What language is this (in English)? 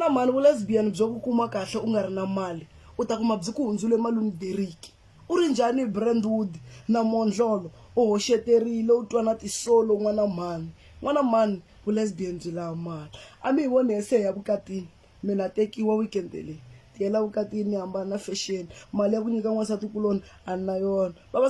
Tsonga